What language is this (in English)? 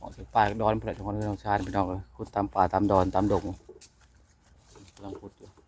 Lao